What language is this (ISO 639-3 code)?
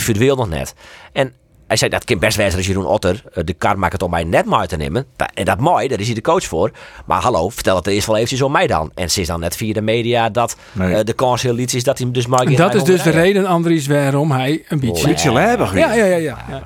fry